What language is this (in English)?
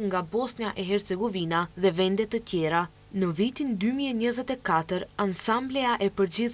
Albanian